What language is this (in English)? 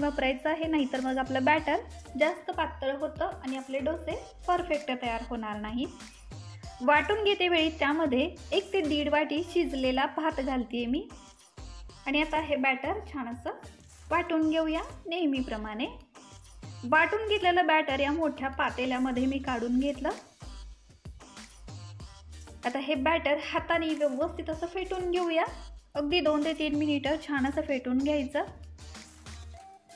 Marathi